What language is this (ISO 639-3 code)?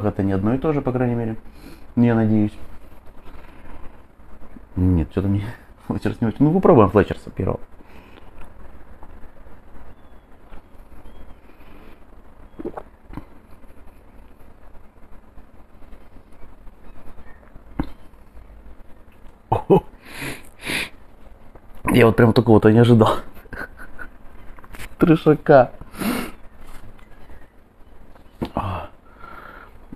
rus